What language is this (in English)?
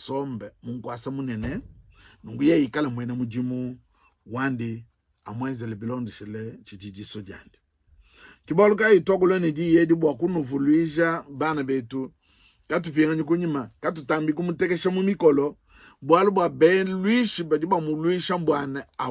Luba-Lulua